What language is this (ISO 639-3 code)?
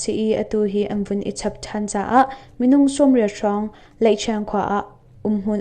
cnh